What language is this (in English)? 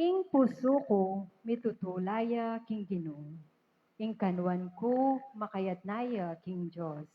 Pampanga